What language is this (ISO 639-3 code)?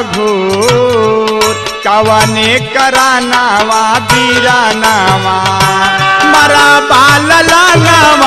bho